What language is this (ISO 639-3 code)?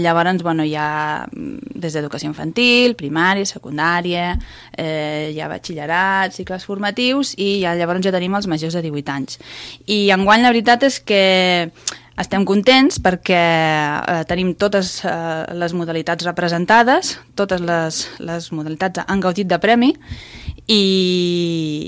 cat